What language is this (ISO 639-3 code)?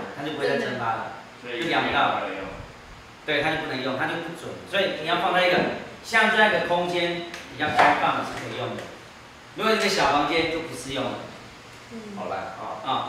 zho